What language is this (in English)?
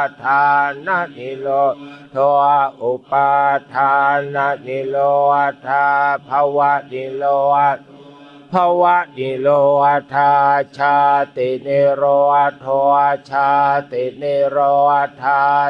Pali